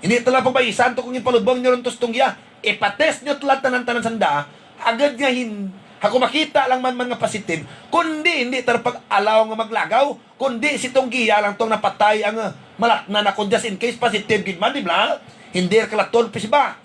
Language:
Hiligaynon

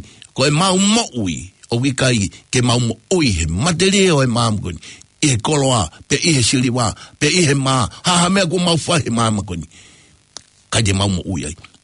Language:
Tongan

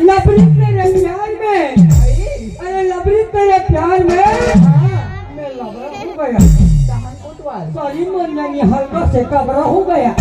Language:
Chhattisgarhi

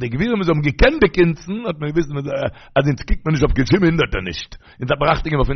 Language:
Yiddish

